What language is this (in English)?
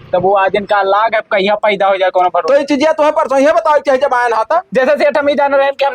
Awadhi